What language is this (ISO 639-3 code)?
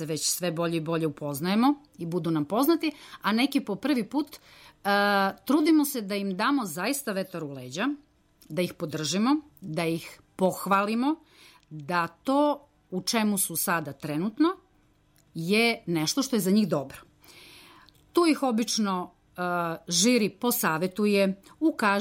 srp